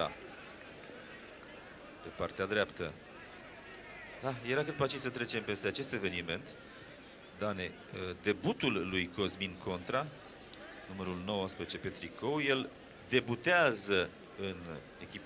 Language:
Romanian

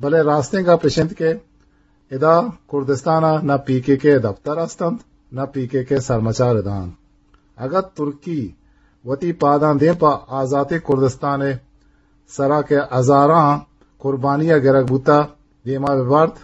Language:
Eastern Balochi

